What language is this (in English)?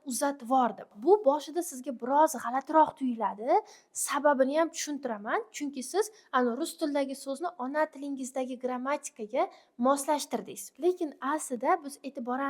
Uzbek